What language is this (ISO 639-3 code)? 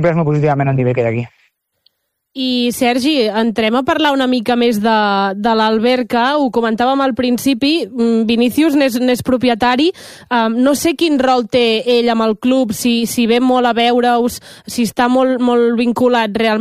cat